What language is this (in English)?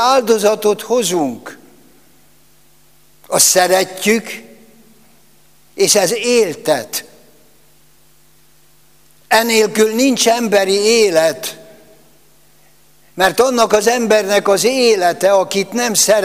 Hungarian